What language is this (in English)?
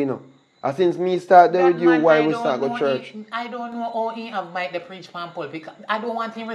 Jamaican Creole English